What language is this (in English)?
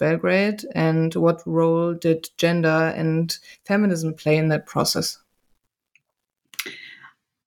English